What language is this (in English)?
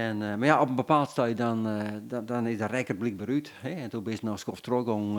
Western Frisian